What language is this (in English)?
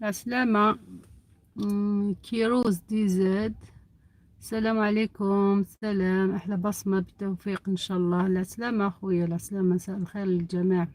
Algerian Arabic